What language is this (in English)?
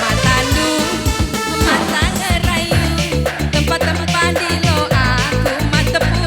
Batak Karo